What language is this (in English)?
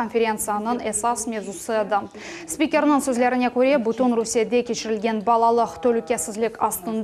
Crimean Tatar